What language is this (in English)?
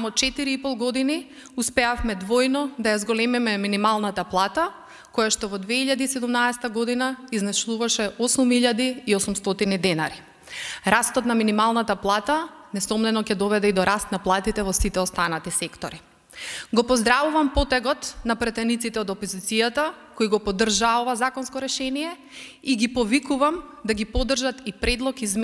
Macedonian